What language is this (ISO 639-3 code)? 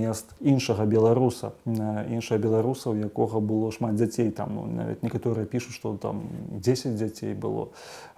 bel